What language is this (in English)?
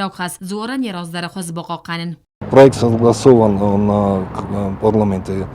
Ossetic